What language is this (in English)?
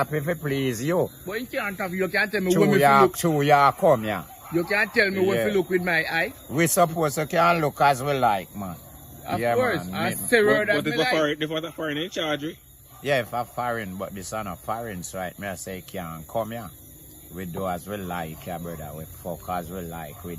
Jamaican Creole English